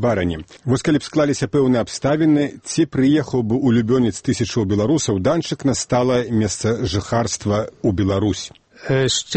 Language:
Belarusian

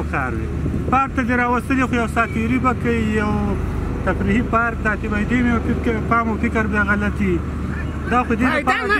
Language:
Pashto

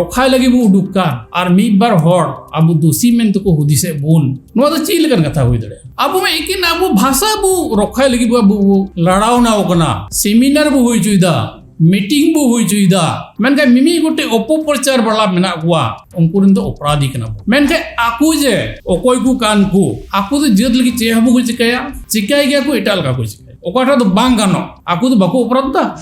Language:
Santali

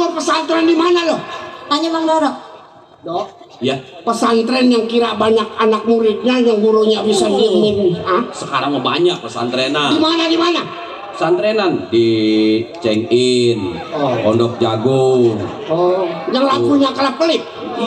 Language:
Betawi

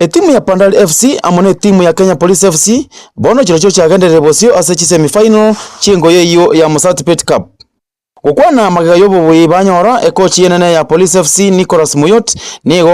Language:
Gusii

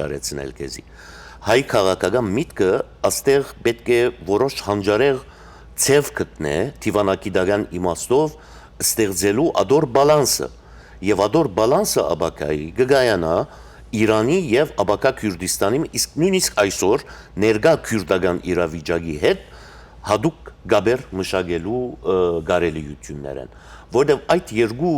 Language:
Western Armenian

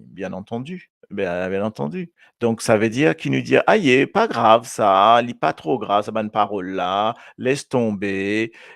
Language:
Morisyen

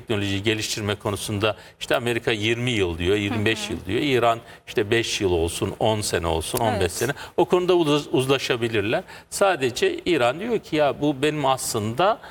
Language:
Turkish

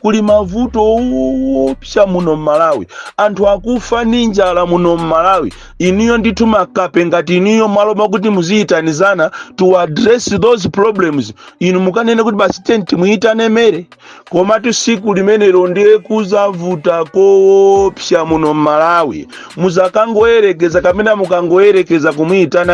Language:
Nyanja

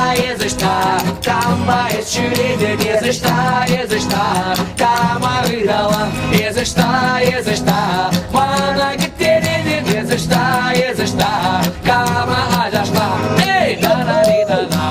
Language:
Chuvash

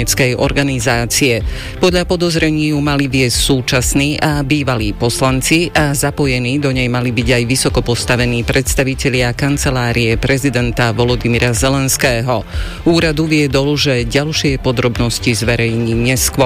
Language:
Slovak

